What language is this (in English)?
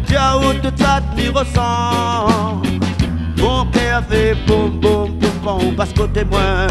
Réunion Creole French